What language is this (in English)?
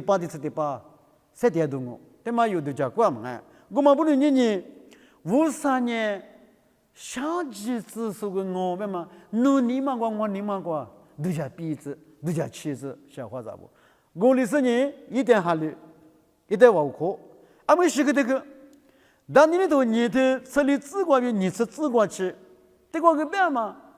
Lisu